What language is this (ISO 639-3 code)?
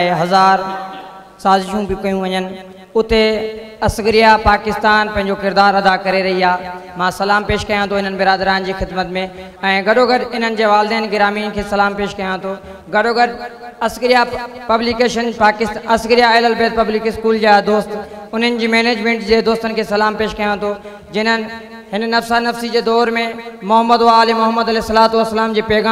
snd